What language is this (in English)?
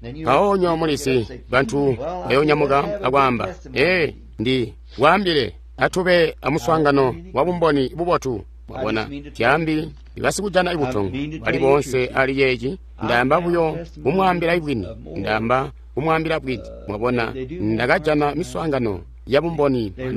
Tonga (Zambia)